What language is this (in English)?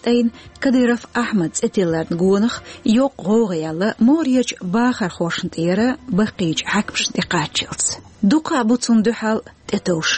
Chechen